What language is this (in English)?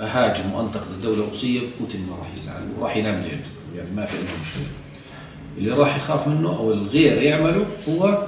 South Levantine Arabic